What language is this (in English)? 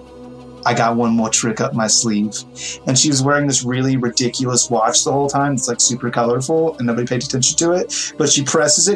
English